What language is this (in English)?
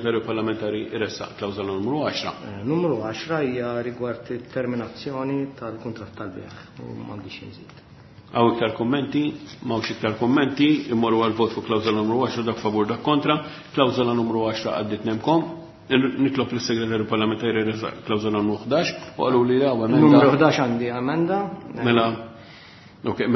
Maltese